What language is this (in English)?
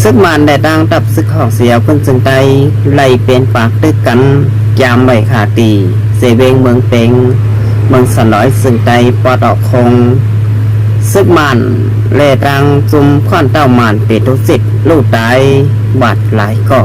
Shan